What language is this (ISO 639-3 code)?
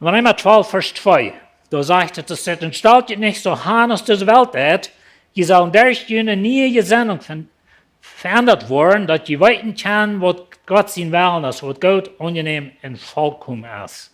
pdt